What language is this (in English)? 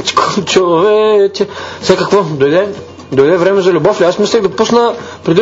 Bulgarian